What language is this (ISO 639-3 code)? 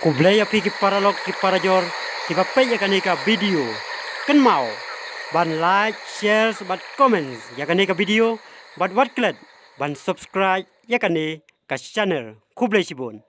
kha